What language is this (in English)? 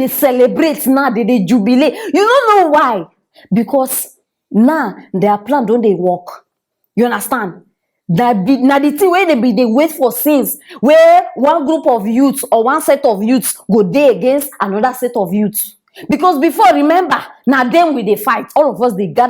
Nigerian Pidgin